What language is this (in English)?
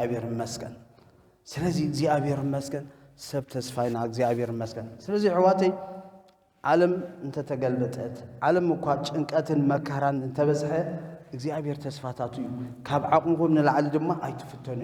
Tigrinya